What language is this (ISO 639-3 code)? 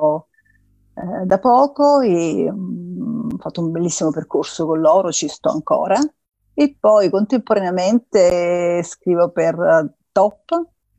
ita